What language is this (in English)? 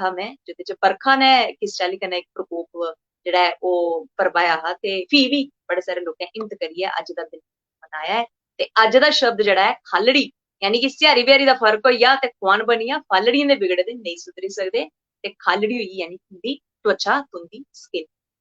Dogri